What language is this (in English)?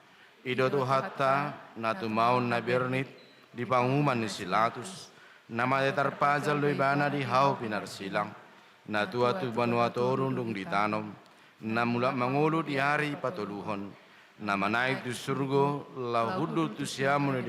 Batak Toba